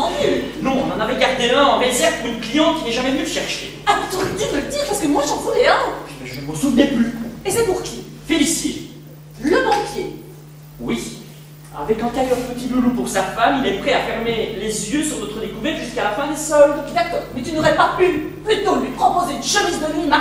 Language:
French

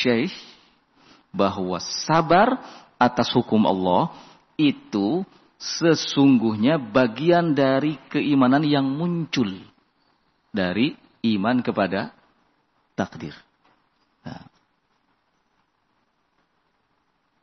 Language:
Indonesian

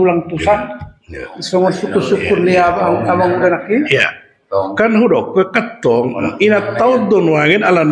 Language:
Batak Toba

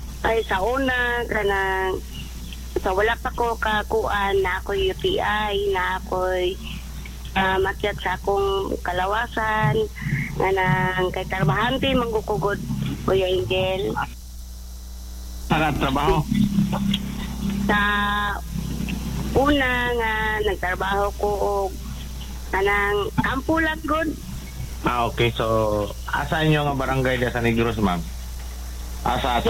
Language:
Cebuano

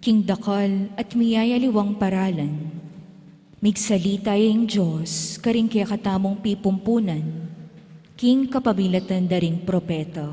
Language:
Pampanga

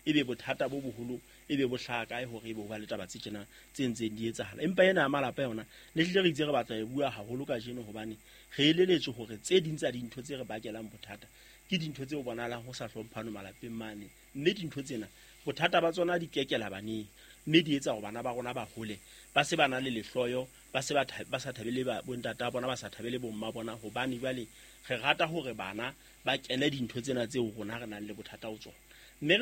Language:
Southern Sotho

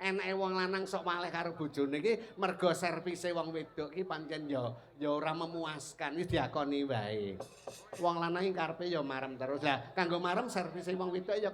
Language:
Javanese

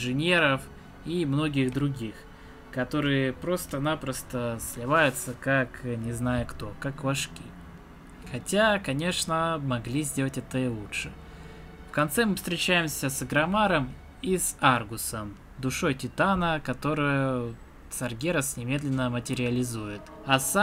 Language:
Russian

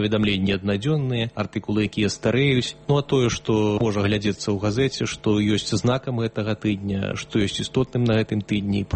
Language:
Belarusian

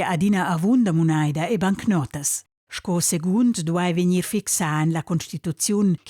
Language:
Romansh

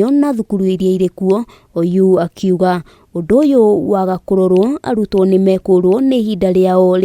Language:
Kikuyu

